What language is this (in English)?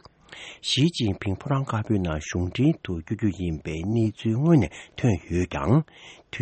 Tibetan